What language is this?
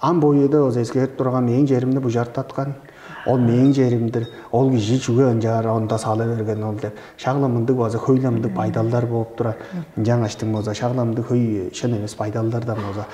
Tuvinian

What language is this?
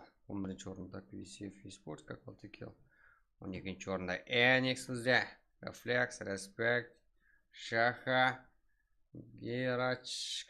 Kara-Kalpak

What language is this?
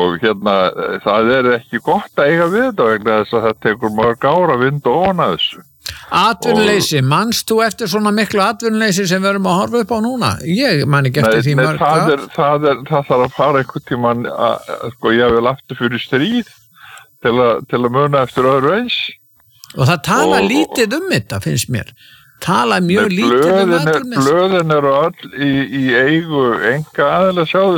Icelandic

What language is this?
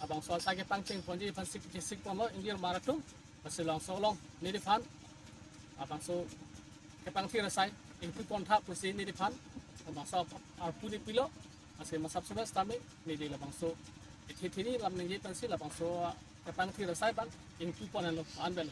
Karbi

